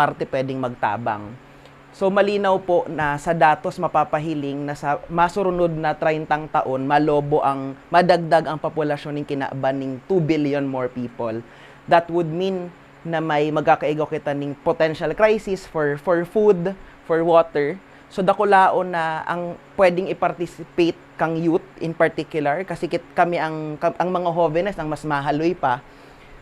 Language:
Bikol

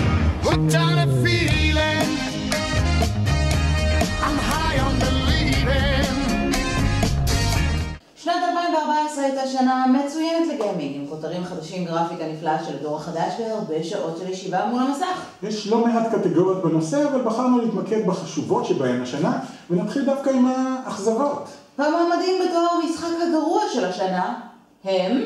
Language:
Hebrew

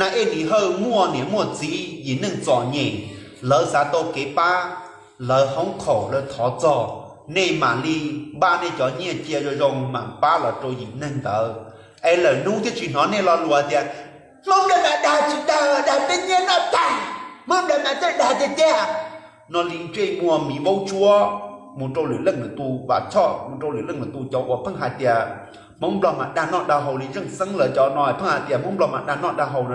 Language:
Hmong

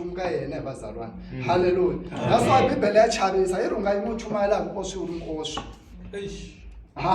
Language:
Tsonga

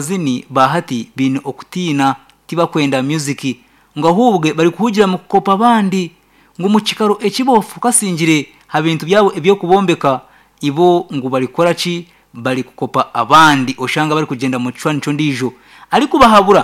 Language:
Nyankole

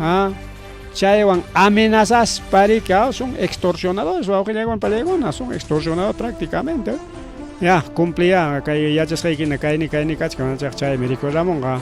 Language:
Ayacucho Quechua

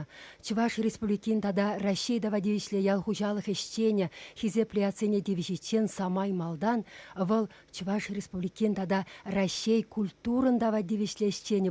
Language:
Chuvash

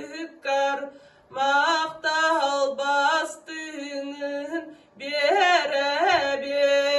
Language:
Yakut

